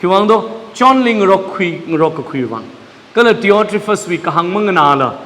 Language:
Tangkhul Naga (India)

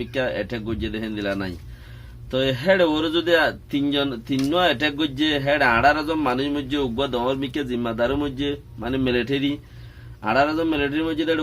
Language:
Rohingya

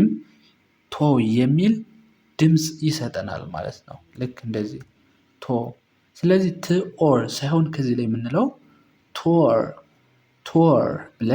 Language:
Amharic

